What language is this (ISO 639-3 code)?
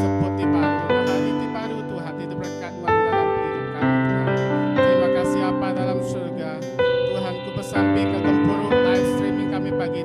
iba